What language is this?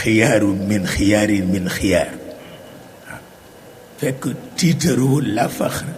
Wolof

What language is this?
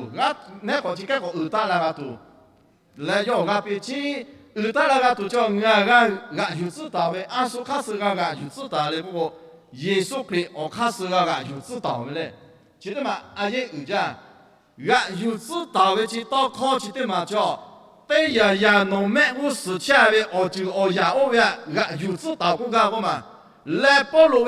Lahu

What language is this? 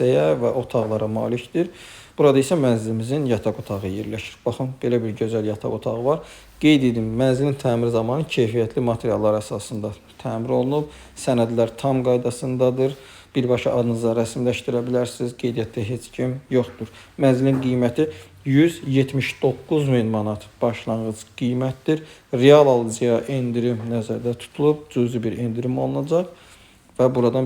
Azerbaijani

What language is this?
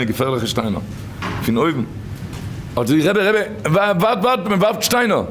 Yiddish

